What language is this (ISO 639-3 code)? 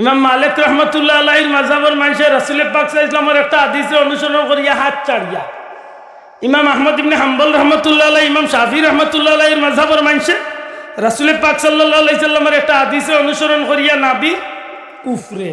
syl